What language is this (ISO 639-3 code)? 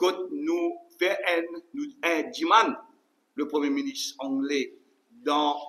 mfe